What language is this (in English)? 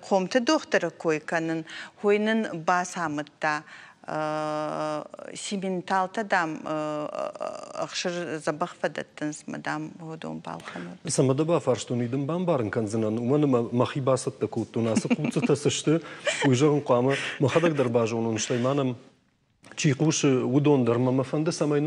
Ossetic